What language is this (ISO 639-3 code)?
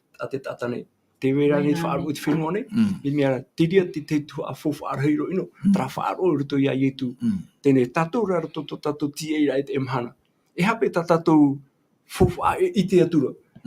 tah